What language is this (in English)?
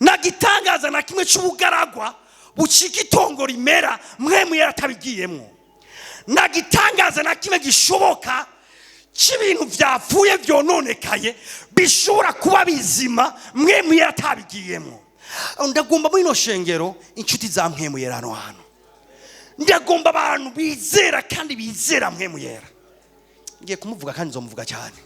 Rundi